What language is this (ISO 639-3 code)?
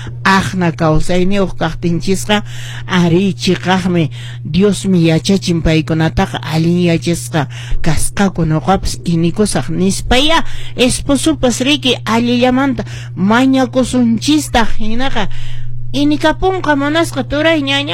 que